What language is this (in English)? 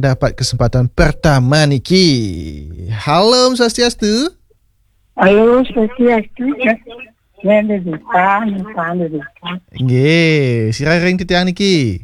Balinese